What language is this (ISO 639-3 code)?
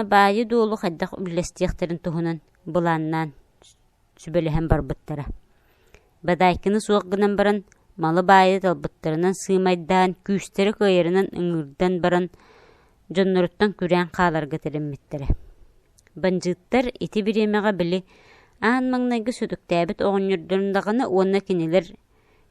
sah